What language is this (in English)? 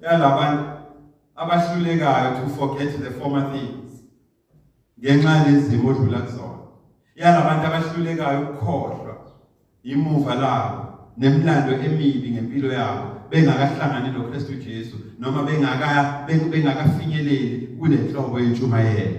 Zulu